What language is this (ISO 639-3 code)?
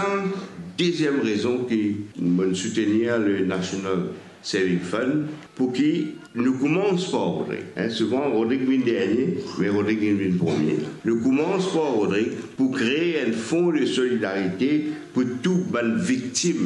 mfe